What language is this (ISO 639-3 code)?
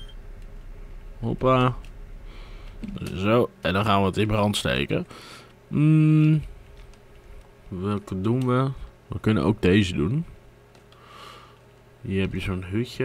nld